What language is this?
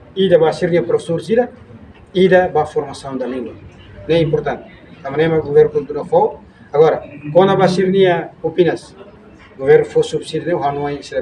Tetum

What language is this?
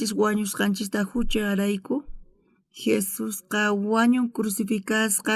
South Bolivian Quechua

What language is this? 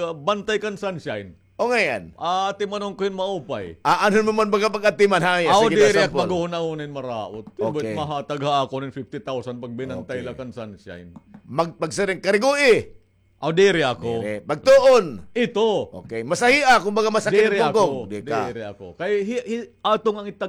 Waray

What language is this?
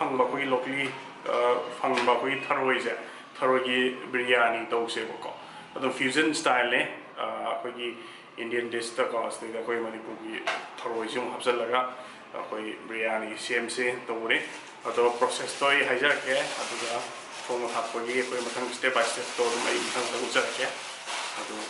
Manipuri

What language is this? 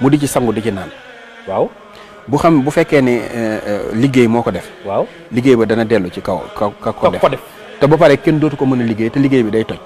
Wolof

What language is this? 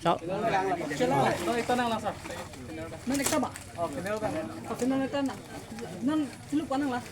Karbi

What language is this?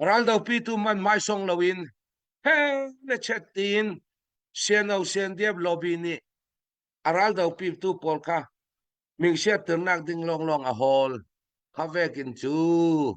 Hakha Chin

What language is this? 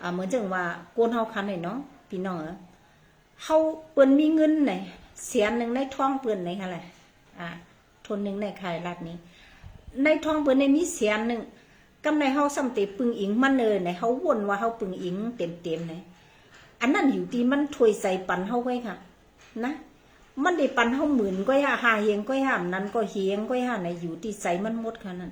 Shan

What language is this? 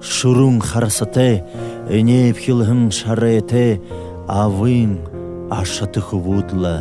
Buriat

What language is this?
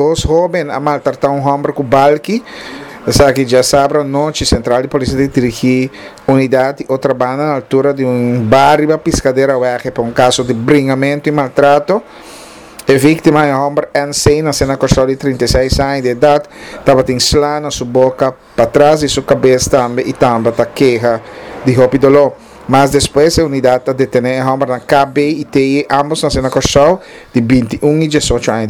Papiamento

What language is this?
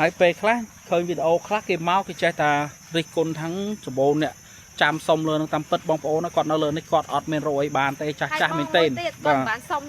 Khmer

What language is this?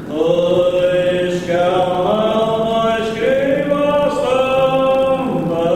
Faroese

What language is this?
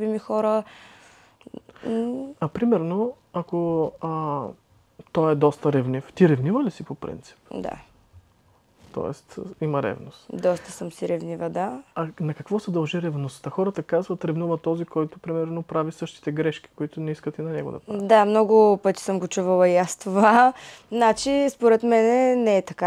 Bulgarian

